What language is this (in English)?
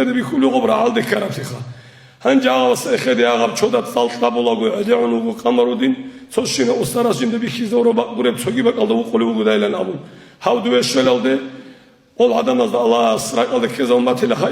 Avaric